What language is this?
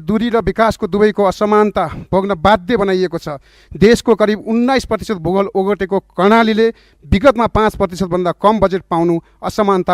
Nepali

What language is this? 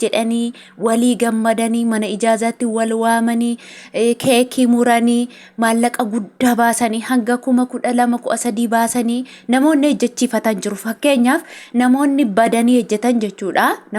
Oromo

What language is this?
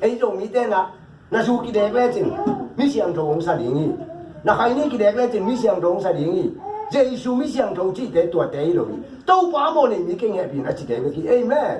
Tedim Chin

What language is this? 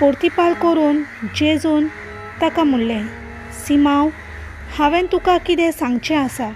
Konkani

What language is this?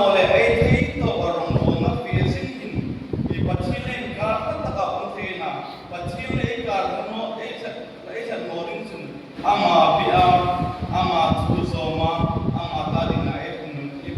Hmar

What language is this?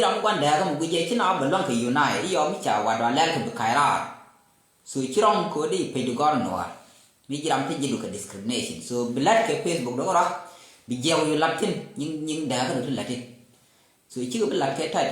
Nuer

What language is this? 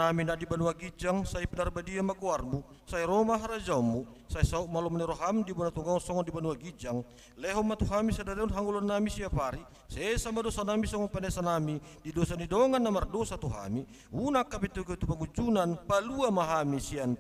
Batak Toba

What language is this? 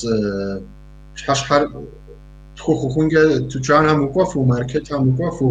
Kabardian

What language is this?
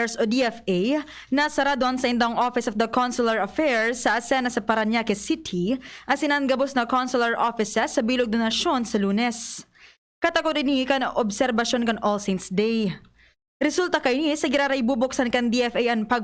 Bikol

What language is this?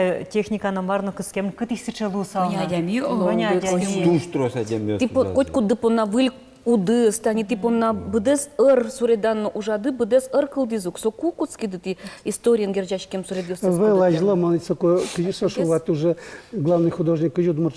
Udmurt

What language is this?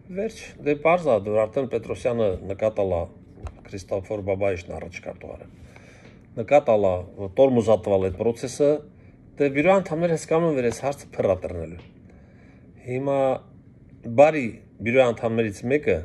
Armenian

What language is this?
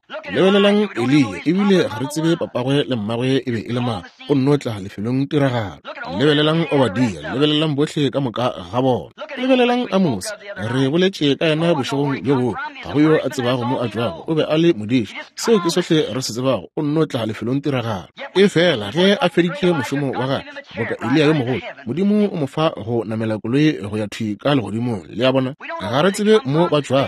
Northern Sotho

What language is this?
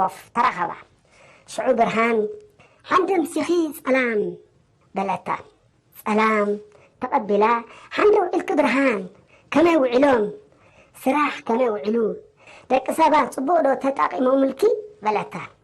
Tigrinya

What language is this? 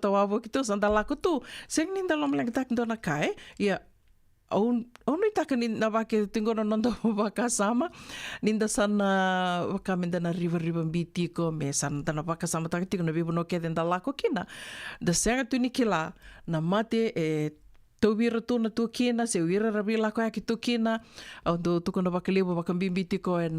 Fijian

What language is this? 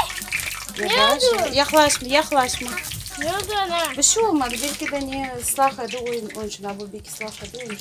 Crimean Tatar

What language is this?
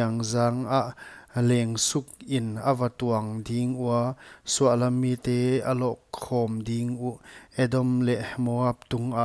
Paite Chin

